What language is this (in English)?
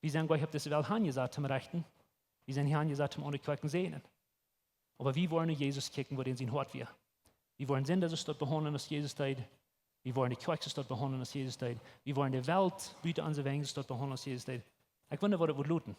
Plautdietsch